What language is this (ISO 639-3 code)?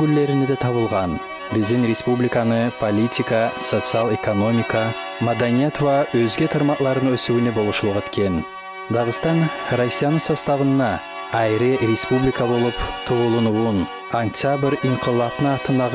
kum